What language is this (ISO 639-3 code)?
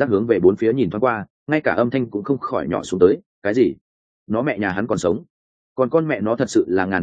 vie